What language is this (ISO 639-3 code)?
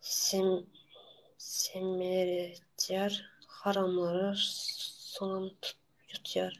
tuk